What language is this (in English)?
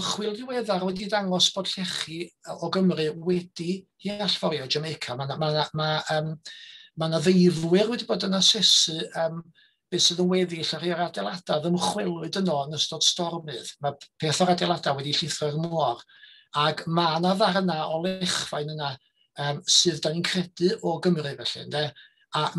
Welsh